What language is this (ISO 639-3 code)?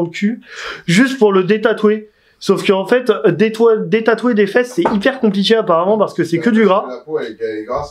fra